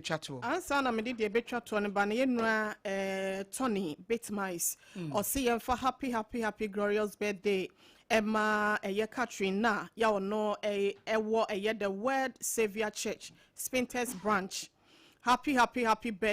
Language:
Akan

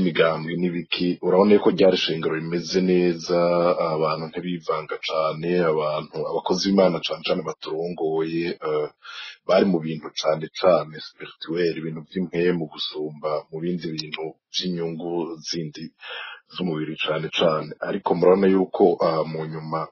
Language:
Rundi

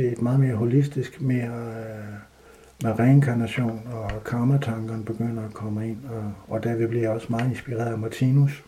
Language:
Danish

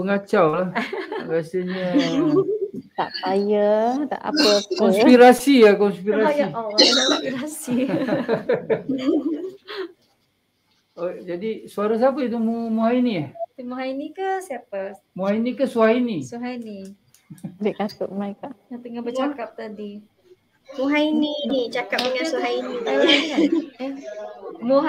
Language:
Malay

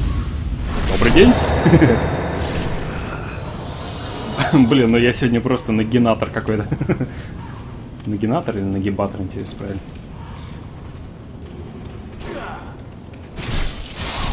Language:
Russian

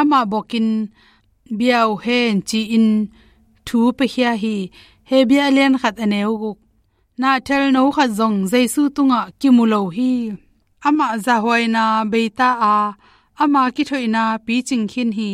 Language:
Tedim Chin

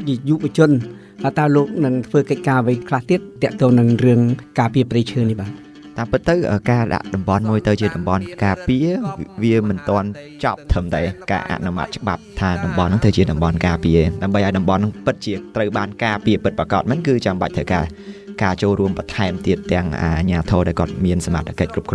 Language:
Khmer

